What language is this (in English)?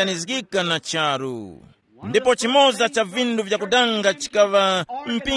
Tumbuka